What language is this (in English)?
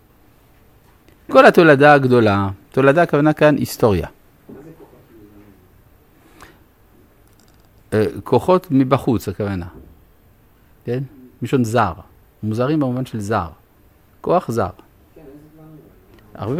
Hebrew